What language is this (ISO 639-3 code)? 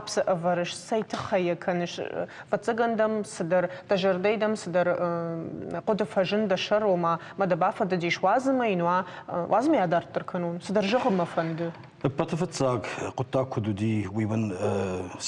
oss